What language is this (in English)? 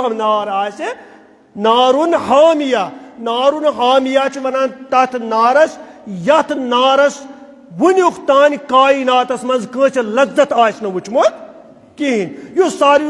Kashmiri